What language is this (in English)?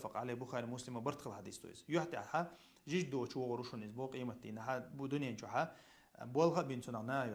Chechen